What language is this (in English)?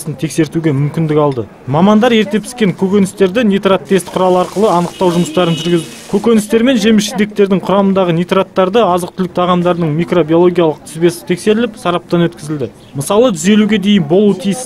Kazakh